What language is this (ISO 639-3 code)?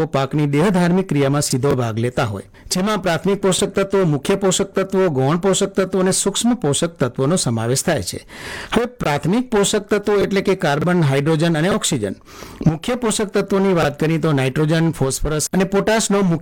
guj